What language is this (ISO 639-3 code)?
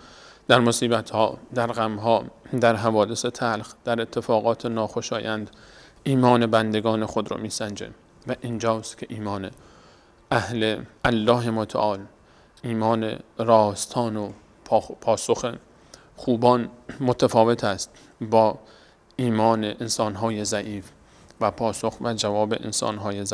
fas